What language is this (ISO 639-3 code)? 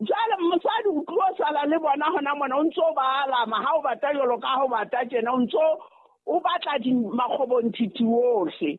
sot